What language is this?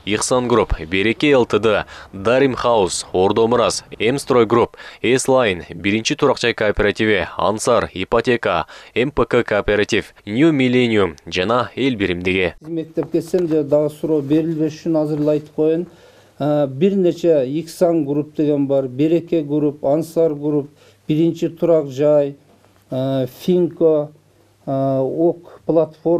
Kyrgyz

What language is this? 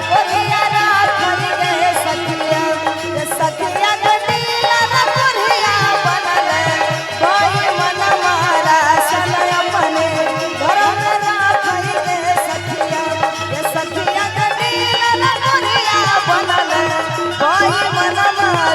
Maithili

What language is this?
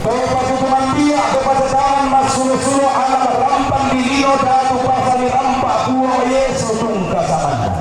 Toraja-Sa'dan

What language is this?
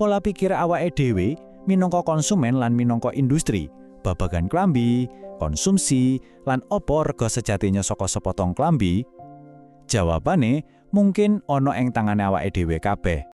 Javanese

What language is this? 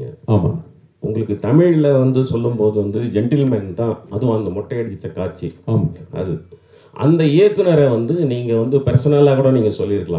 Tamil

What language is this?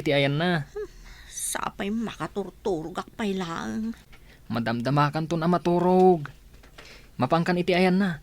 Iloko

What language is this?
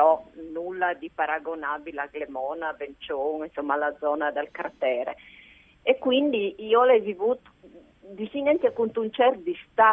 Friulian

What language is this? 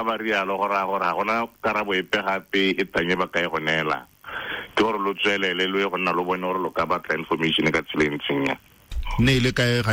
Tswana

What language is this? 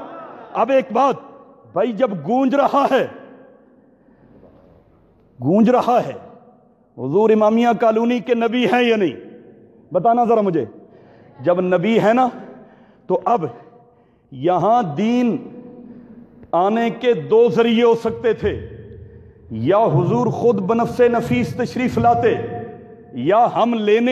Urdu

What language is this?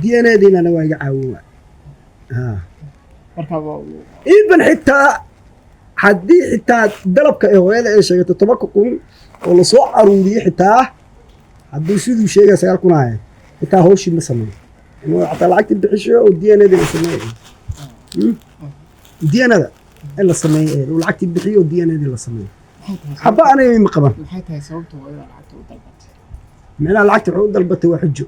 Somali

